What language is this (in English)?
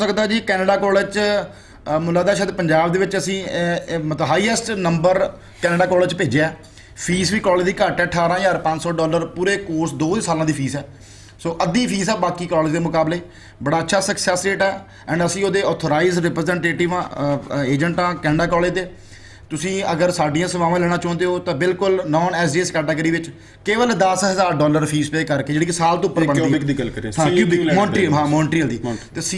Punjabi